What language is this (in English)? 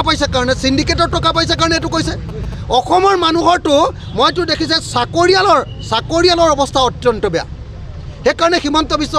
Assamese